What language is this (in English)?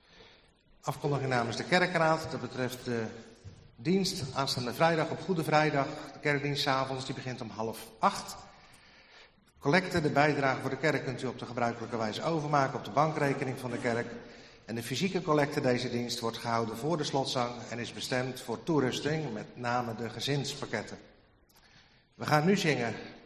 Dutch